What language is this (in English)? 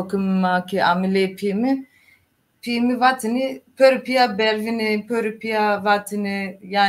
Zaza